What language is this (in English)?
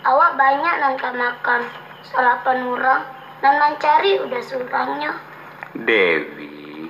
Minangkabau